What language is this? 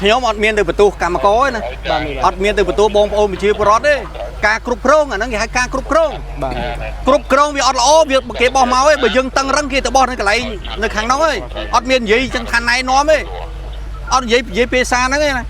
Khmer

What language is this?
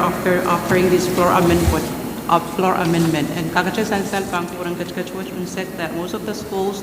Pohnpeian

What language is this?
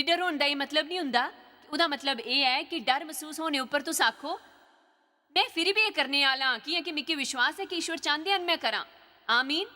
Dogri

